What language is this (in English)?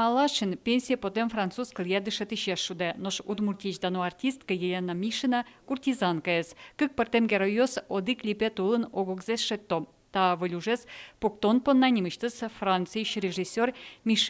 Udmurt